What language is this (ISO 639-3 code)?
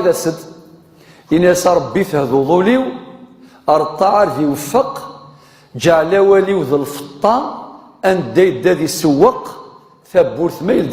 kab